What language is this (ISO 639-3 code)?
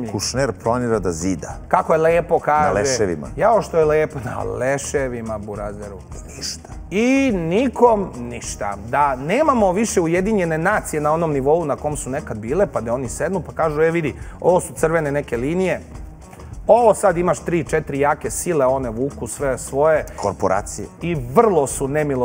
srp